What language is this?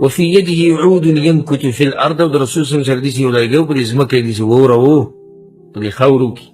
Pashto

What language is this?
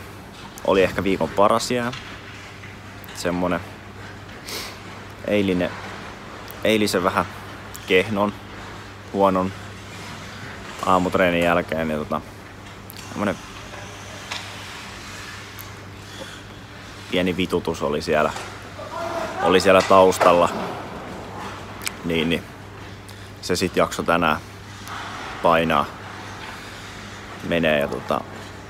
Finnish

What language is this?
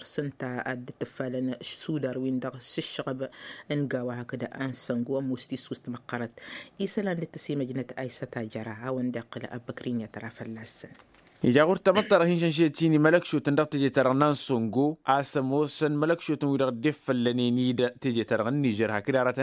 Tamasheq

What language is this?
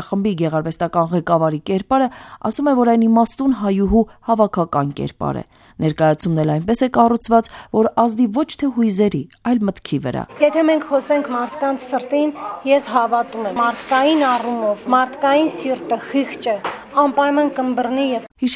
Armenian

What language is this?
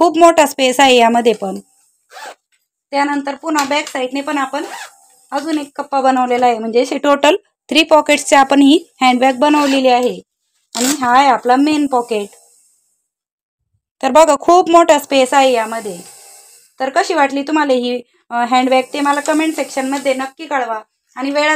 Marathi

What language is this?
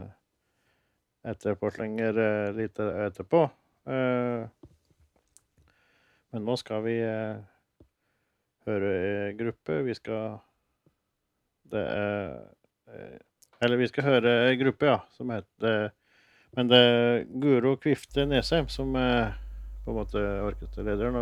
Norwegian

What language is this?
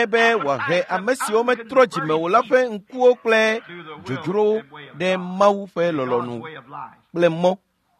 Ewe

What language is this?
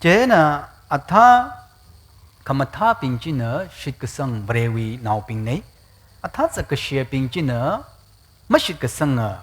Tangkhul Naga (India)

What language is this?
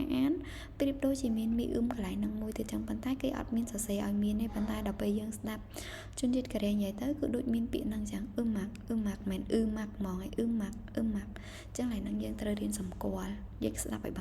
Khmer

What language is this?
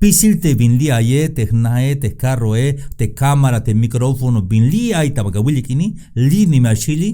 Tzeltal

